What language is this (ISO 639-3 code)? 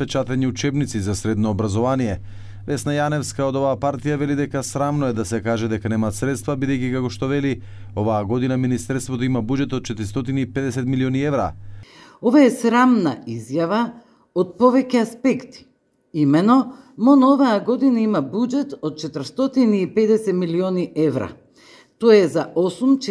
mkd